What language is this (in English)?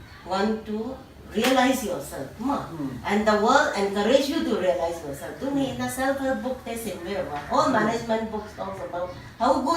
Paite Chin